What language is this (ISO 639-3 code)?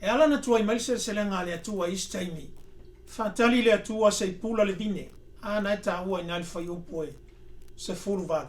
smo